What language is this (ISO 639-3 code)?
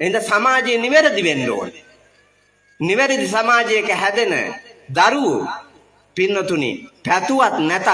sin